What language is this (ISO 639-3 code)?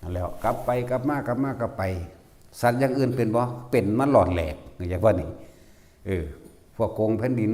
tts